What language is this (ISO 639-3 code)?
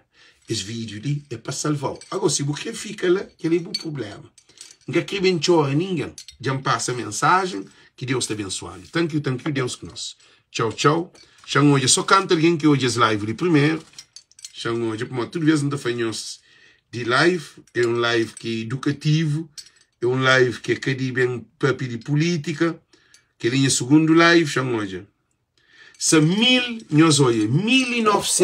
kea